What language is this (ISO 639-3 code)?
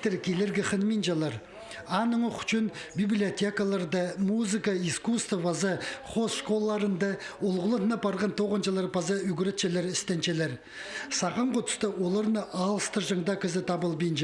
kjh